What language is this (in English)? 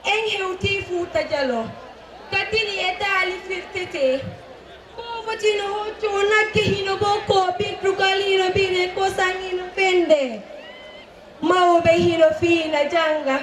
Fula